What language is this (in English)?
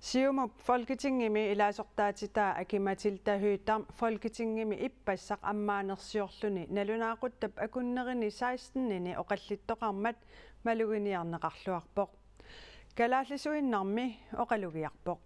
Kalaallisut